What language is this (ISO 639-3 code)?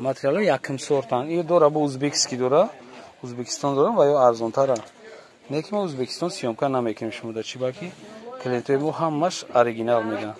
tgk